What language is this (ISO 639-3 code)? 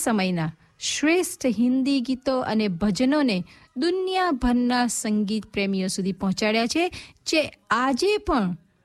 guj